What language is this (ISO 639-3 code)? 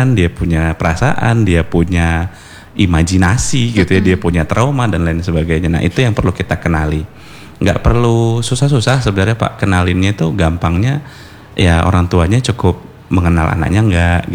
ind